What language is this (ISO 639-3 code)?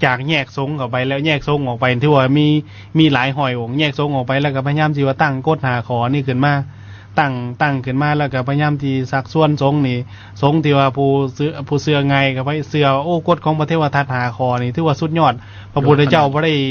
lao